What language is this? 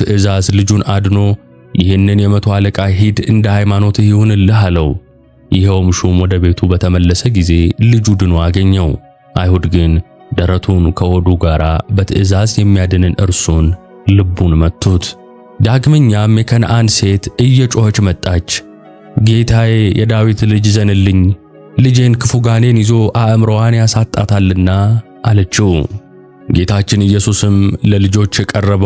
Amharic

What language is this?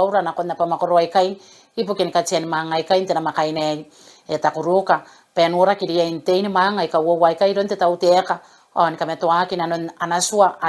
Gilbertese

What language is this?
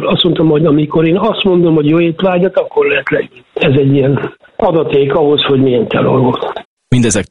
Hungarian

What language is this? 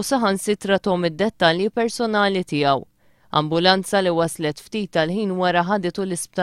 Maltese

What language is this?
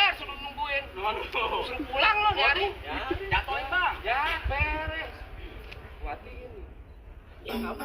Betawi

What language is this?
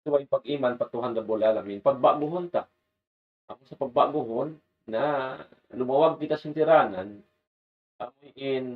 Tausug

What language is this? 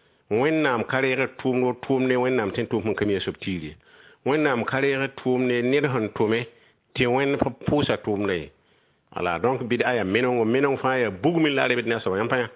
Mossi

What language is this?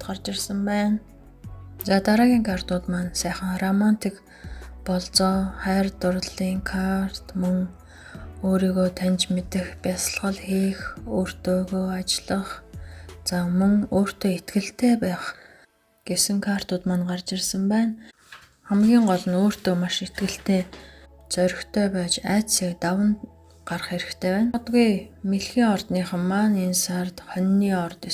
Mongolian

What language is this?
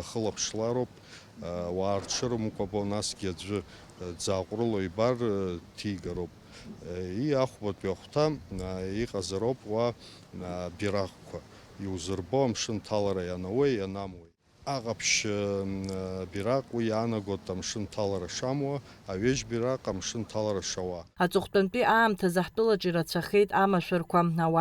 Abkhazian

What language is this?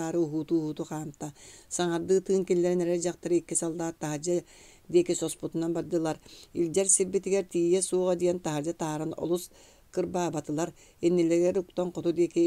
Yakut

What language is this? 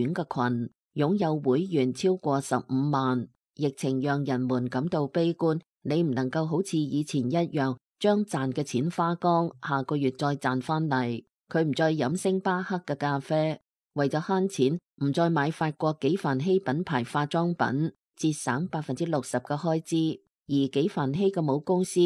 Cantonese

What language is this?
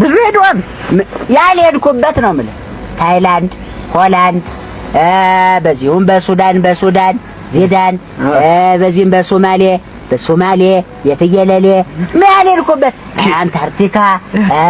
Amharic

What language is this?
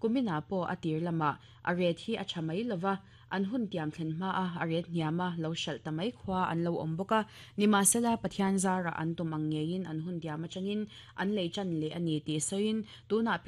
Mizo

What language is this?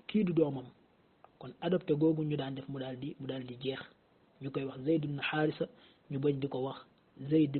Wolof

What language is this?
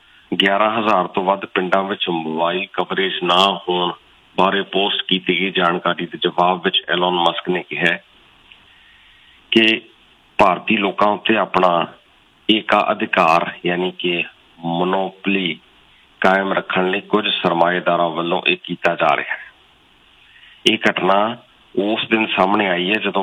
Punjabi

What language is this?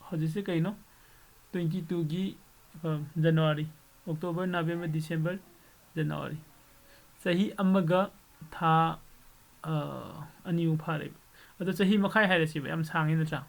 Manipuri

